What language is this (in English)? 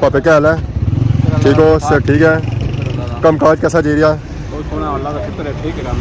Pahari-Potwari